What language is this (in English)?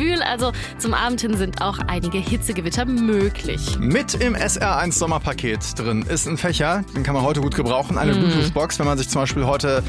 German